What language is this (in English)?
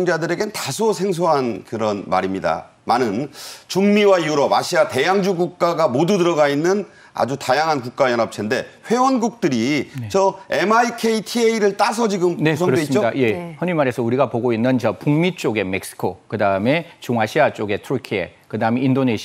Korean